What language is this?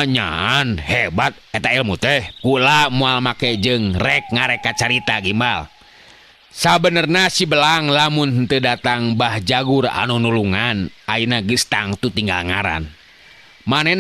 Sundanese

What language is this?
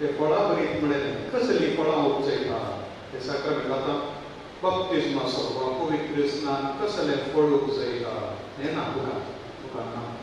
Konkani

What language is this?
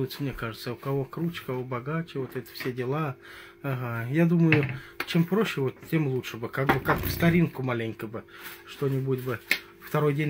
Russian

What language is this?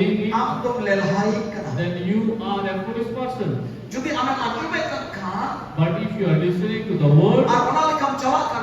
Santali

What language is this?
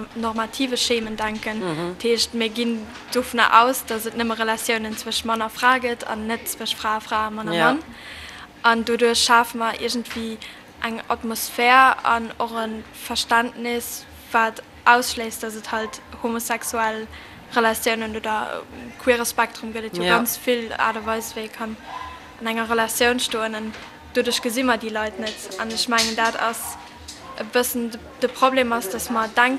Luxembourgish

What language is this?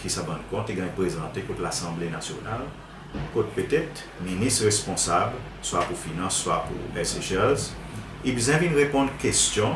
Seselwa Creole French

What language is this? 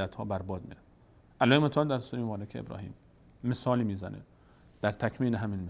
Persian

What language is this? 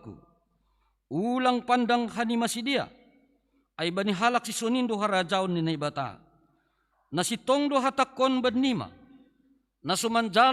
Batak Simalungun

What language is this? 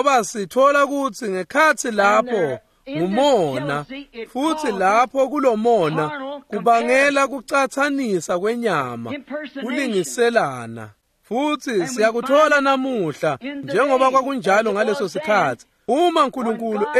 Swati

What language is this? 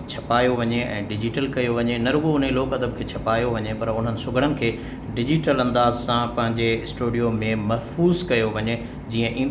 Sindhi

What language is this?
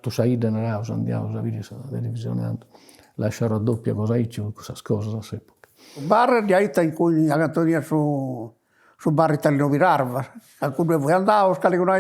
Sardinian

